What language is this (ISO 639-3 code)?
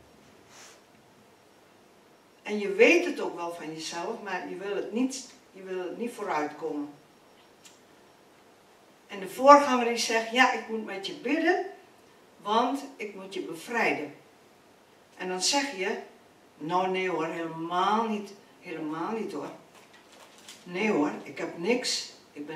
nld